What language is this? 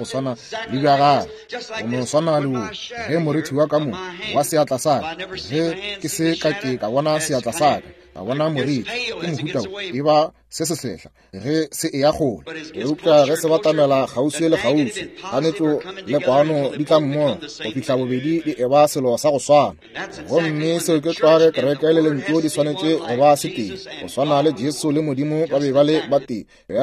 Northern Sotho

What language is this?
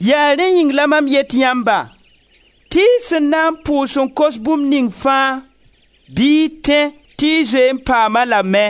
Mossi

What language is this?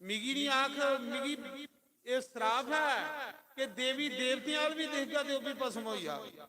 Dogri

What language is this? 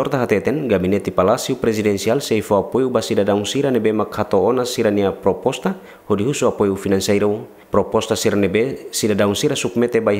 Tetum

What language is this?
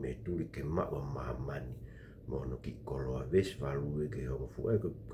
Tongan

